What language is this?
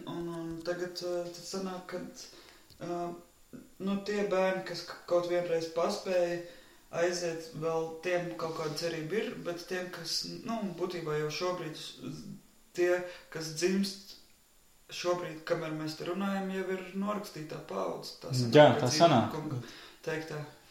Latvian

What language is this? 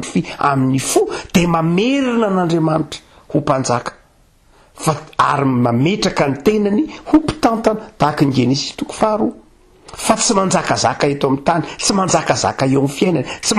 Malagasy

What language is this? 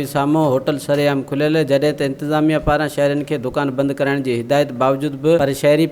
Sindhi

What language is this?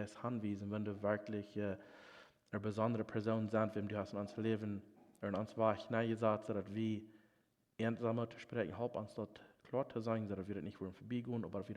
Plautdietsch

